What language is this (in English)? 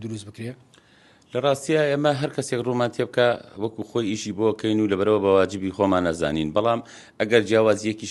Central Kurdish